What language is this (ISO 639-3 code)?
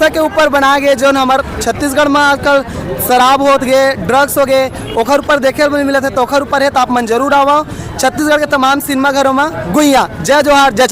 hne